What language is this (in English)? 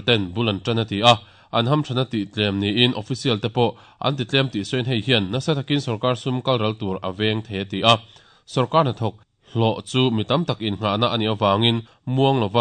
Mizo